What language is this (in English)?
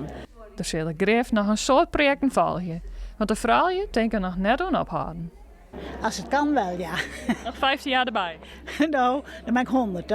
Western Frisian